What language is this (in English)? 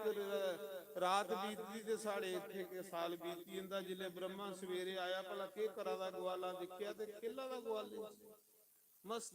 Dogri